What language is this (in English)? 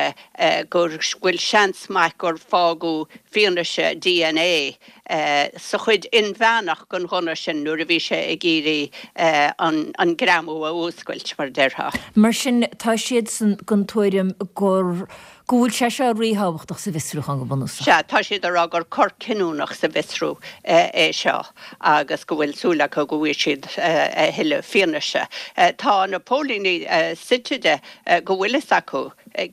Irish